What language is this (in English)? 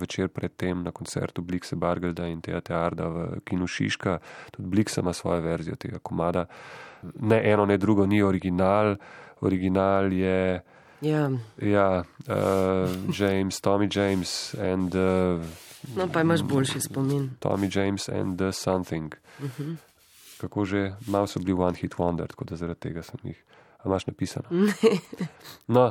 Slovenian